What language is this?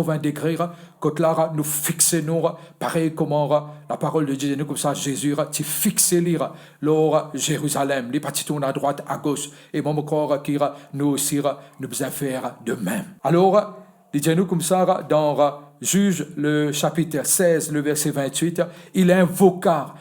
Morisyen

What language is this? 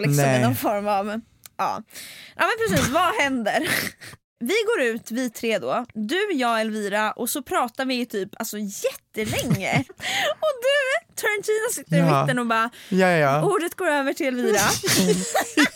Swedish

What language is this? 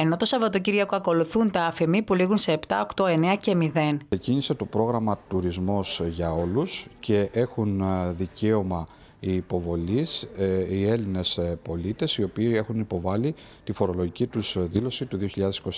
Greek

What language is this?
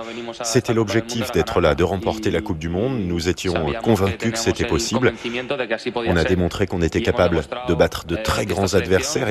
French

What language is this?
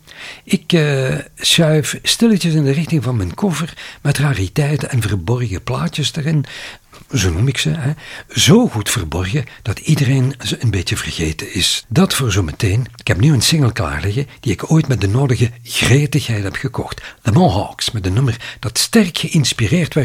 Dutch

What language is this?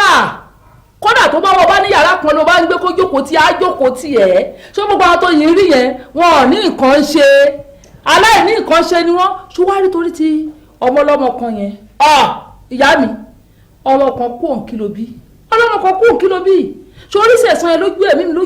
Yoruba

